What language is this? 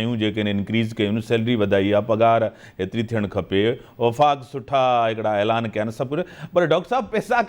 Sindhi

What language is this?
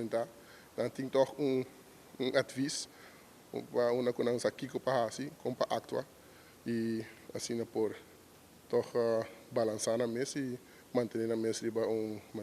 Papiamento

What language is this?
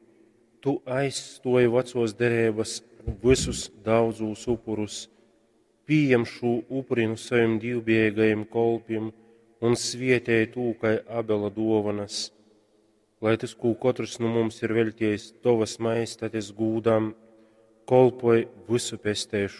Latgalian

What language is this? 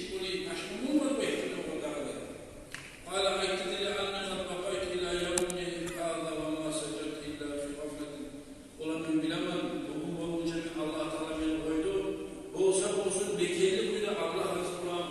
Kumyk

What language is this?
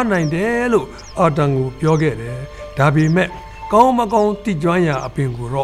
Burmese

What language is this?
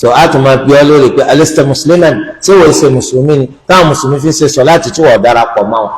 Yoruba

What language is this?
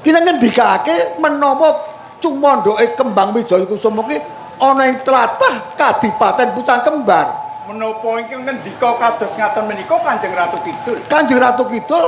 Javanese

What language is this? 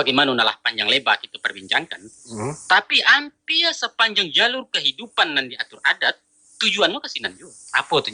Minangkabau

